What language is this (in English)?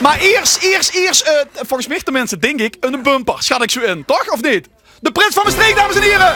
Limburgish